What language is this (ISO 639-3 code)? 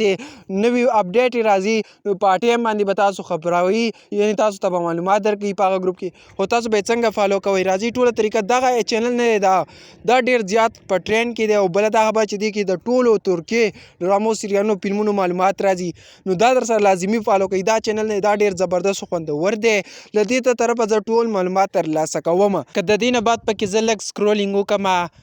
pus